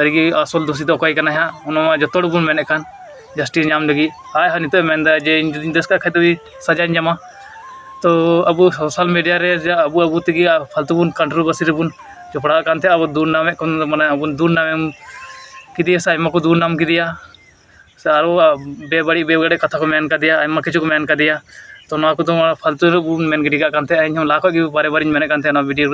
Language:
Santali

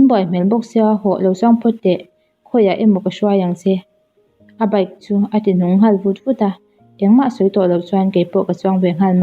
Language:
Mizo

